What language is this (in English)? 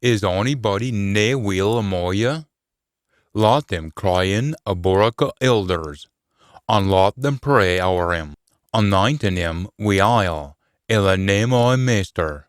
Scots